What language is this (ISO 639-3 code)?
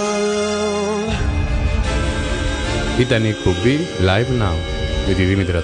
ell